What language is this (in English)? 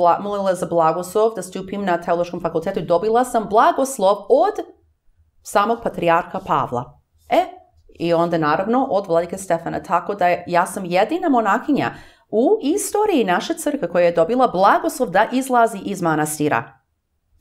Serbian